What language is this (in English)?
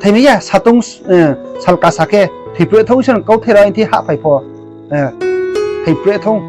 Riang (India)